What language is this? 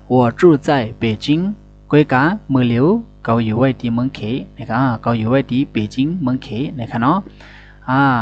Shan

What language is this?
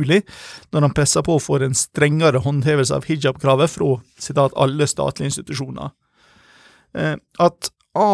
Norwegian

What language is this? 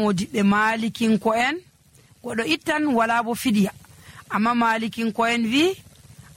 Nigerian Fulfulde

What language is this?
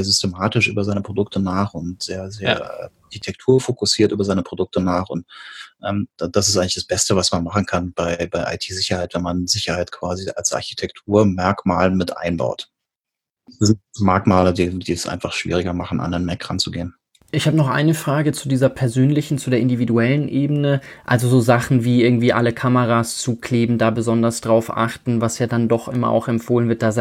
German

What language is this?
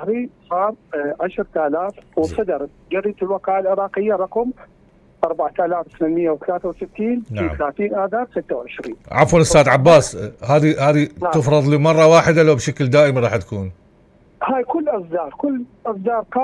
Mesopotamian Arabic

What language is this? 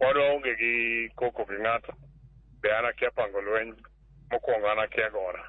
Luo (Kenya and Tanzania)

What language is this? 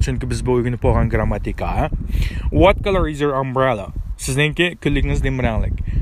Uyghur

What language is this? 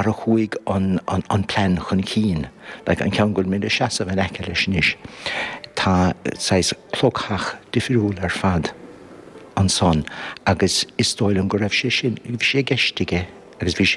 Irish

